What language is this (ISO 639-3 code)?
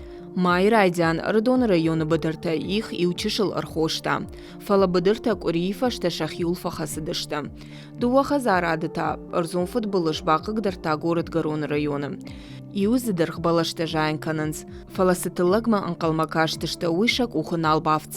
oss